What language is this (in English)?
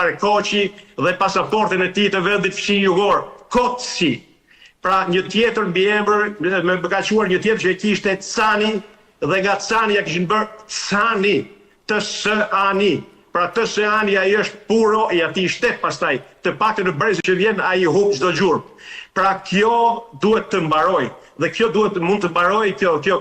Albanian